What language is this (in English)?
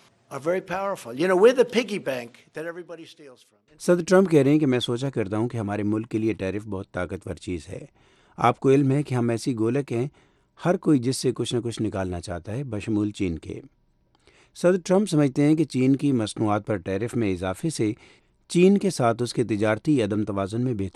Urdu